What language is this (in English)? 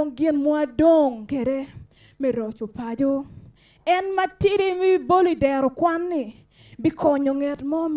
Acoli